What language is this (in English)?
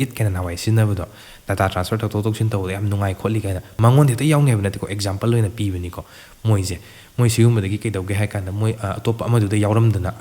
Manipuri